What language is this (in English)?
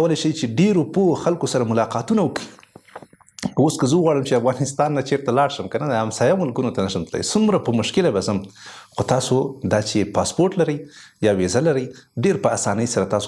Pashto